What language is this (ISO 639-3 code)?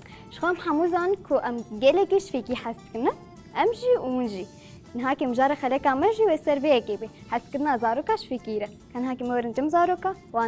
kur